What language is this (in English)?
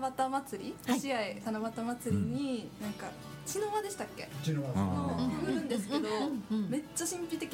Japanese